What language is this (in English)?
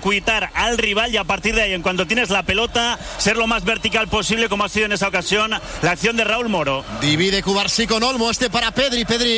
Spanish